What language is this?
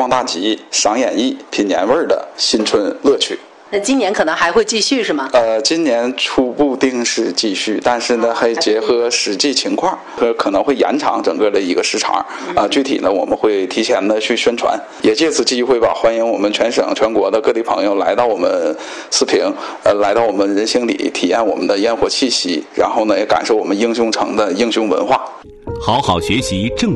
Chinese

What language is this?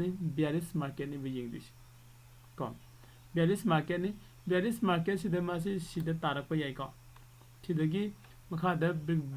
Manipuri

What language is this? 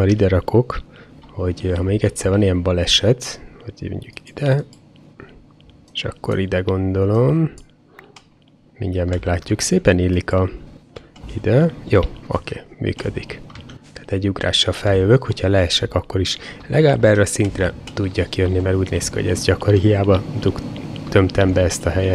Hungarian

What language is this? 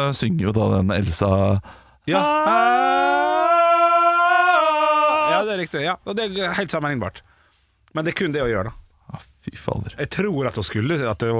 Norwegian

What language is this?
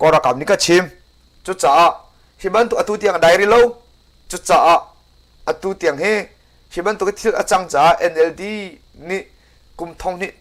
Hakha Chin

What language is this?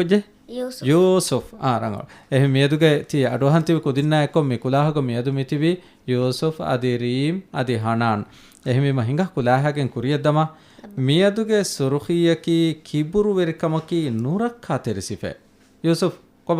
Divehi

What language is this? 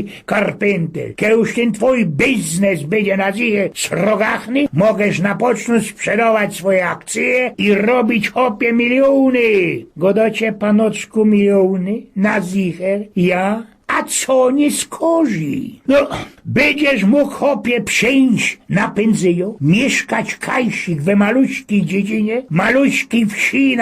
Silesian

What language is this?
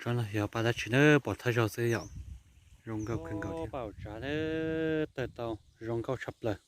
Hmong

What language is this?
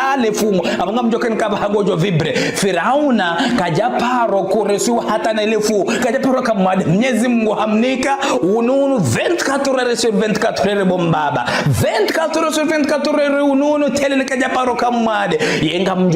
Ngazidja Comorian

